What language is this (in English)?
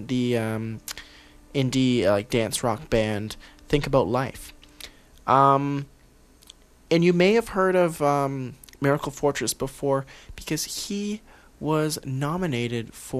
English